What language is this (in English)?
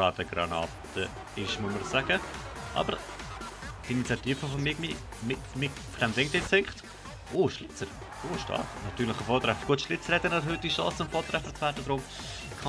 Swiss German